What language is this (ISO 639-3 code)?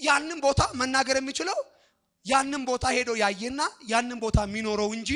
amh